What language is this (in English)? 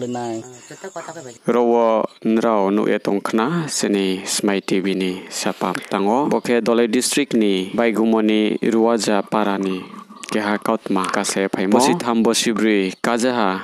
Riang (India)